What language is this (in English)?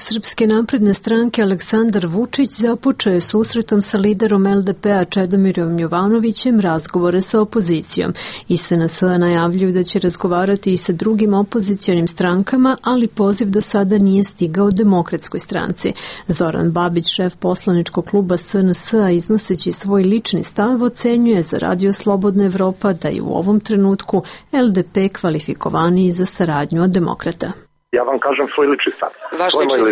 Serbian